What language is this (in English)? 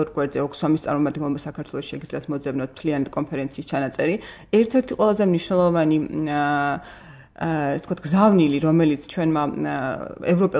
Georgian